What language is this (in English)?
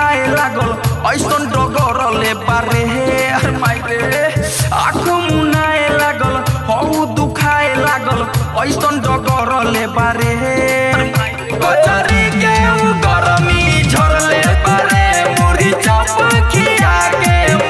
Bhojpuri